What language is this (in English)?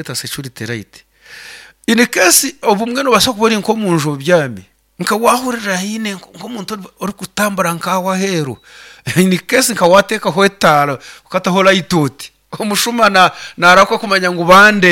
Nyoro